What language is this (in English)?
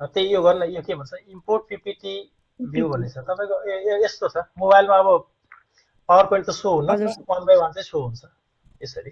Nepali